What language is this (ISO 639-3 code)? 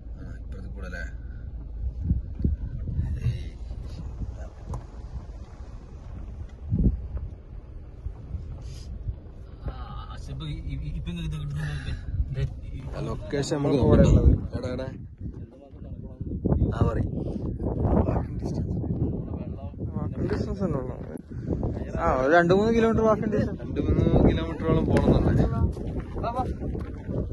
mal